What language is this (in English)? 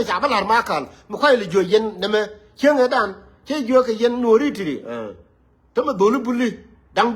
Nuer